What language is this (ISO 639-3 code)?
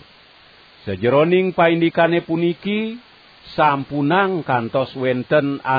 ban